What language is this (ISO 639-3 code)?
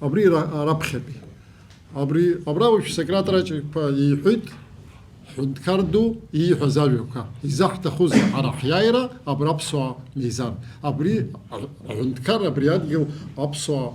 abk